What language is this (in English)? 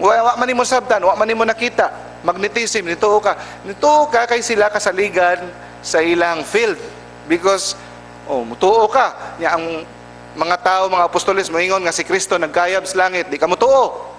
Cebuano